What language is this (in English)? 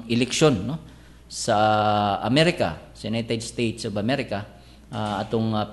Cebuano